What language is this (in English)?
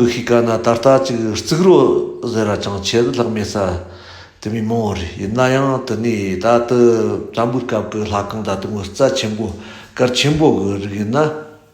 Tibetan